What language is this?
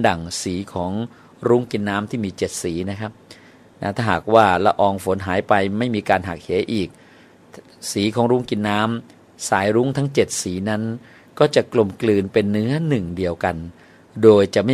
Thai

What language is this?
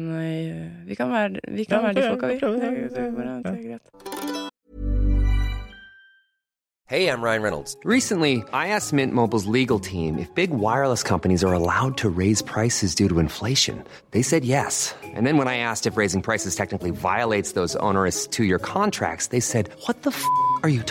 Norwegian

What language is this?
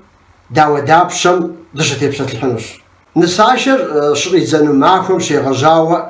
Kabardian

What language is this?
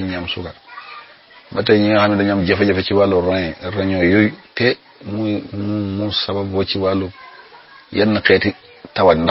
Wolof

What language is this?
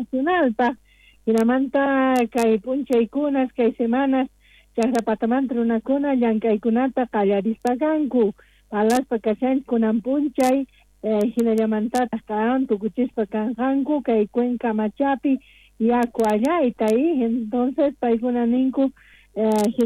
South Bolivian Quechua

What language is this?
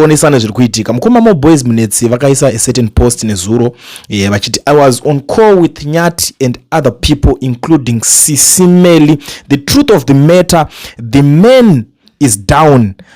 Shona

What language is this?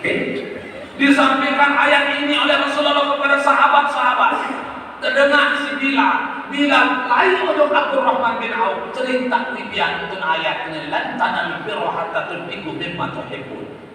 Sasak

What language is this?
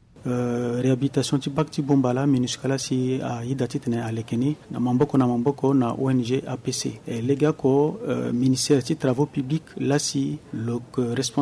Sango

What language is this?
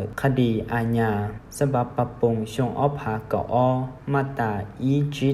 Hmong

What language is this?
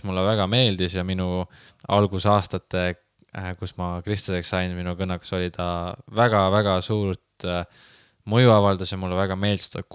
Estonian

